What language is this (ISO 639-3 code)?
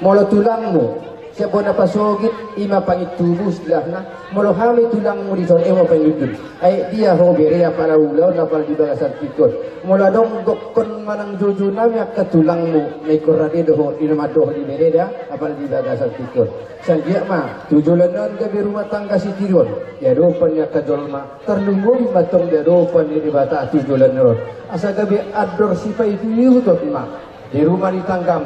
bbc